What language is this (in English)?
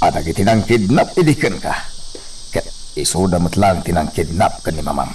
Iloko